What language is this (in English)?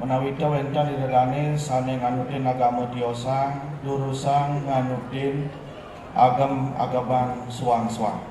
Balinese